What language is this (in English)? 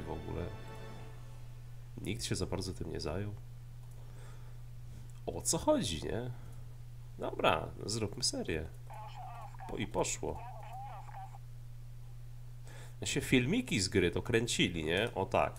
Polish